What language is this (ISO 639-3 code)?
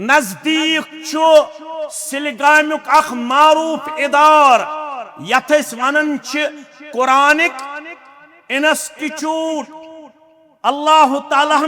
kas